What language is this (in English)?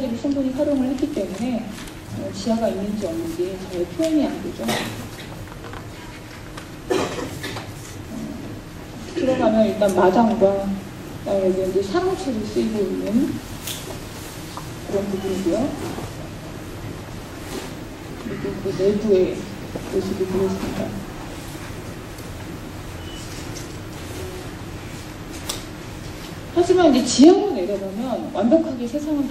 Korean